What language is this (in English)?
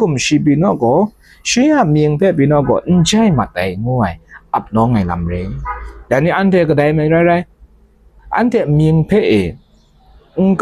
Kachin